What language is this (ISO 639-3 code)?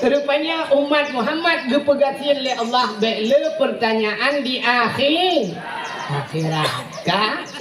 ace